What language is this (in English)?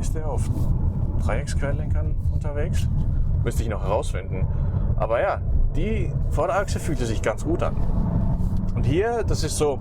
Swiss German